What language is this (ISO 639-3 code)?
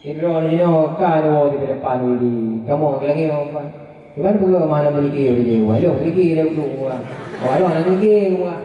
ace